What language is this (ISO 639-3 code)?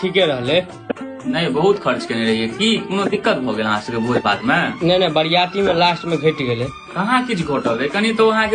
mai